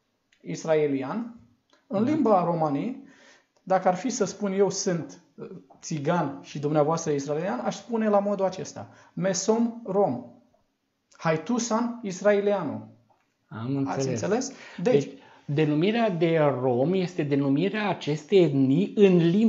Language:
Romanian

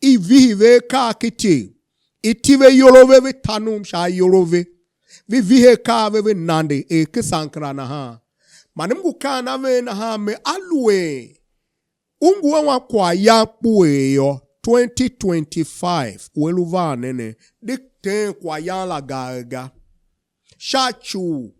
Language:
Tiv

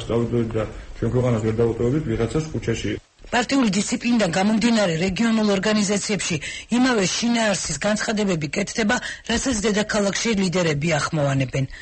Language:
Georgian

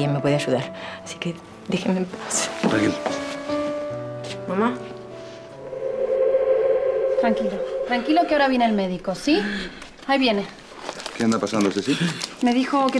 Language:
Spanish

